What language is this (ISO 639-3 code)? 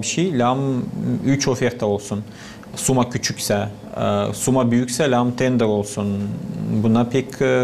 gag